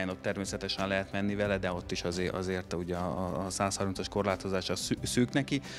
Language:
Hungarian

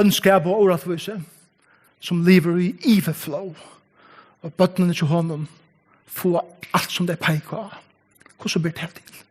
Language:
Faroese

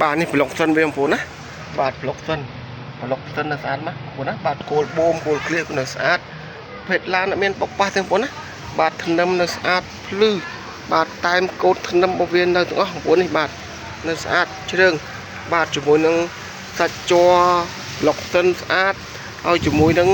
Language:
Khmer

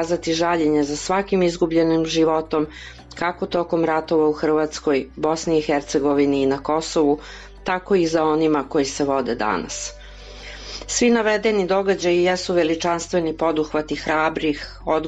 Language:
Serbian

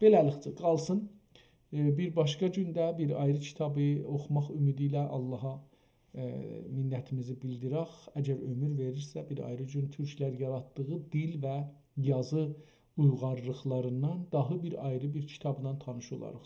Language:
South Azerbaijani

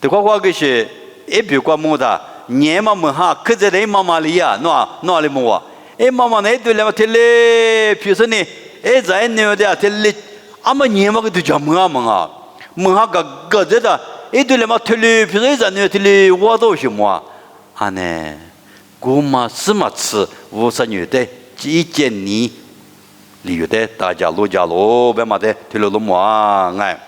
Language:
Lisu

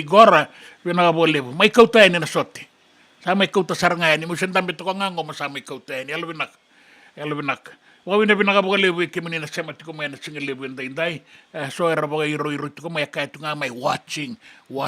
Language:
Fijian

